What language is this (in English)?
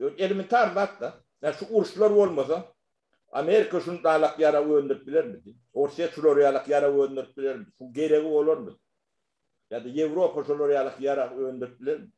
Turkmen